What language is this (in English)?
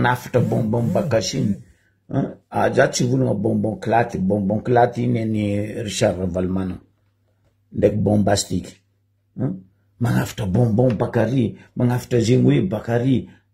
Malagasy